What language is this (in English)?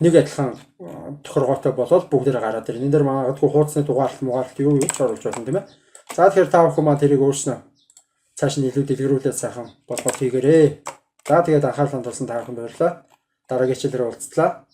Mongolian